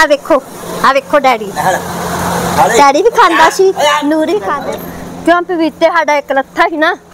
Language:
Punjabi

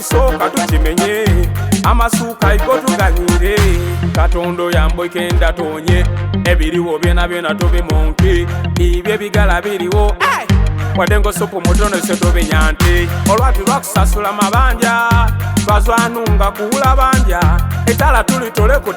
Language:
Soga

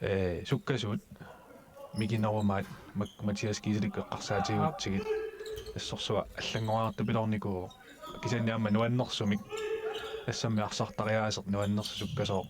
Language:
Kalaallisut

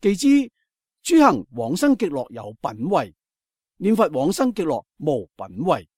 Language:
Cantonese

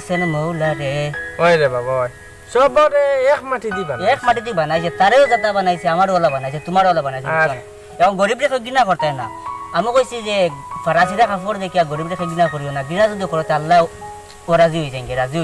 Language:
Sylheti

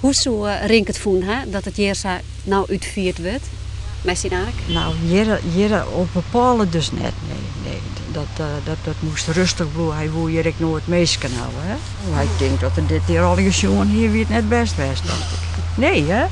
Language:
Western Frisian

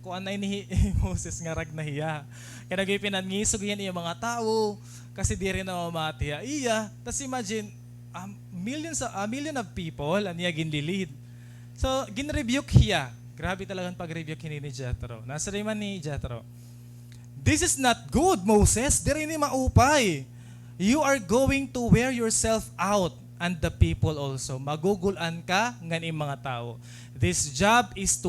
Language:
Waray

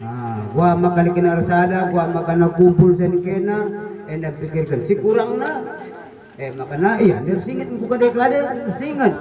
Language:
Batak Karo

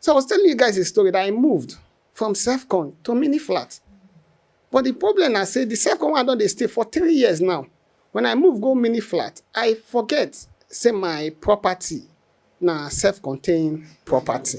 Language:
Nigerian Pidgin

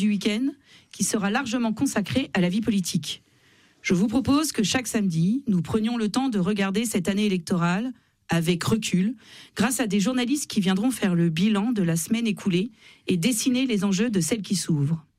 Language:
French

